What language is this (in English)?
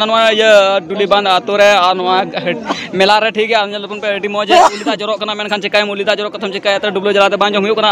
Santali